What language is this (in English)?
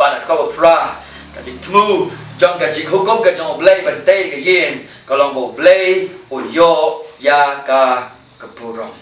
Khasi